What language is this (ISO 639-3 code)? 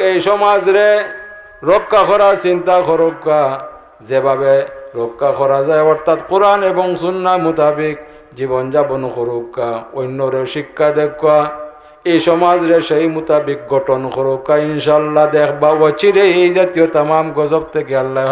syl